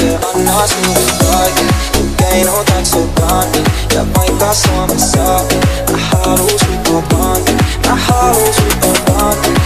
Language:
Finnish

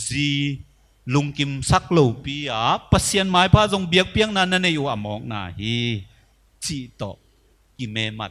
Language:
Tedim Chin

